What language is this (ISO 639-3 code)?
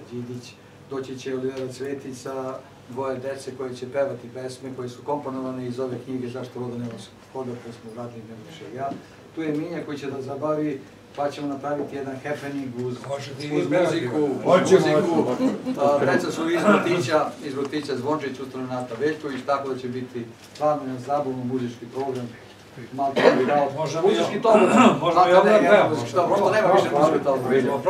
srp